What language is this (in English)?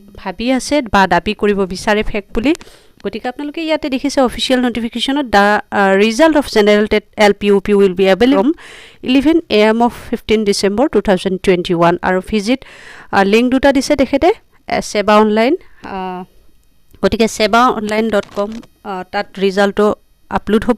Assamese